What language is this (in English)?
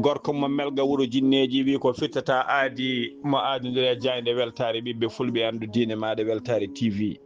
Fula